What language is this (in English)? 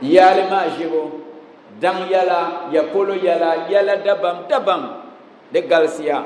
Dagbani